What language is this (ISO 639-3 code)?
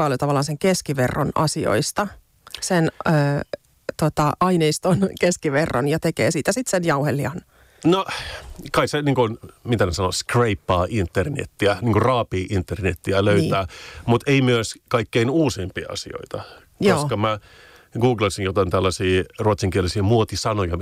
fin